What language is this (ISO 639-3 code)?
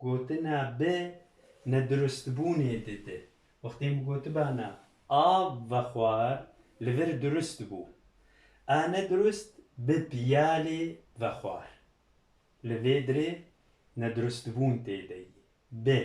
kur